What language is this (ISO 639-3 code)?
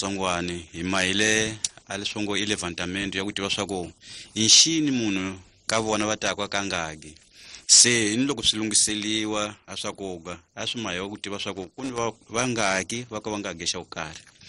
tso